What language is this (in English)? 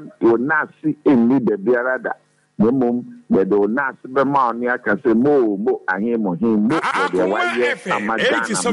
Akan